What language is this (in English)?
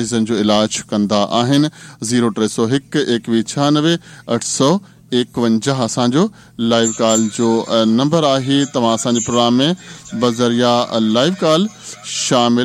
Sindhi